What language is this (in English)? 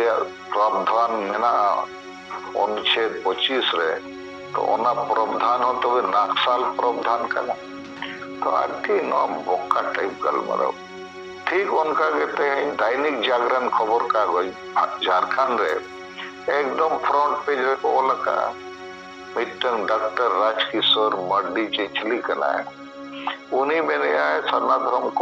Santali